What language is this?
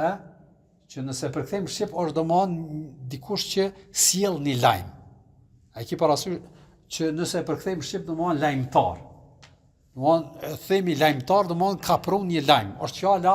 Albanian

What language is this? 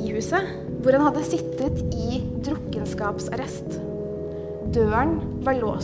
Norwegian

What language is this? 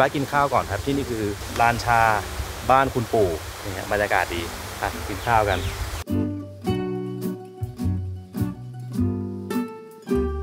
Thai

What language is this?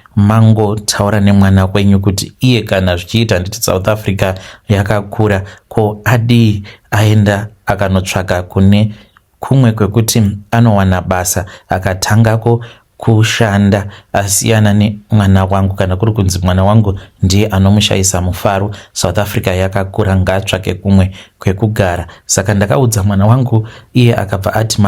Shona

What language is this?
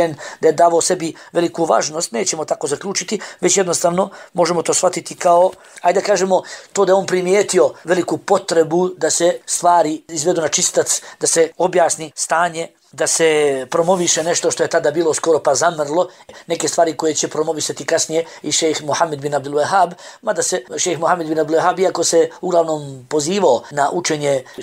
Bosnian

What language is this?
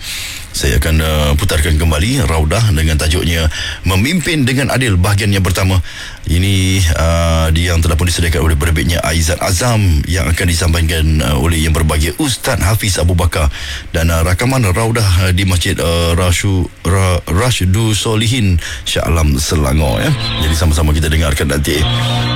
Malay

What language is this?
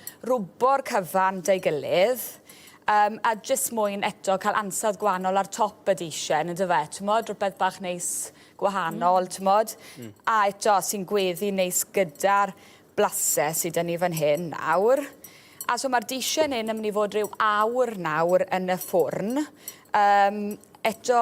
Welsh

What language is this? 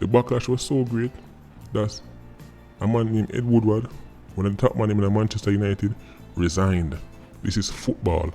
Jamaican Creole English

